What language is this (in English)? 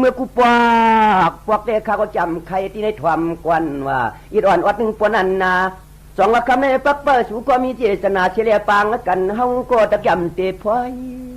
Shan